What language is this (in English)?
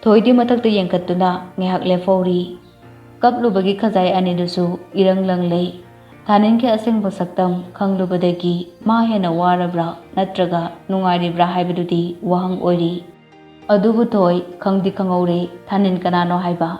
Manipuri